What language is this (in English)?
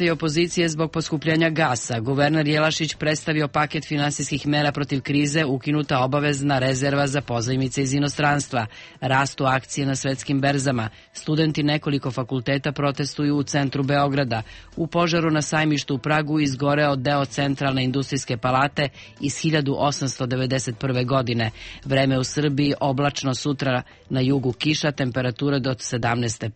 Serbian